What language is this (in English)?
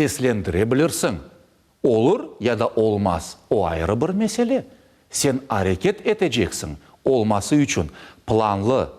Crimean Tatar